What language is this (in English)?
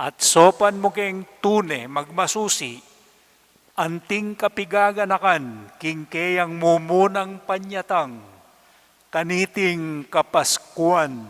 Pampanga